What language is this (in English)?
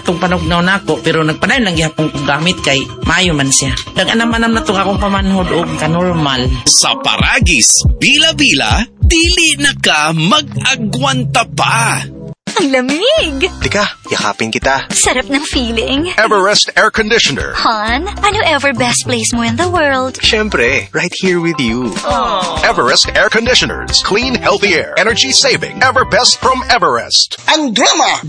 Cebuano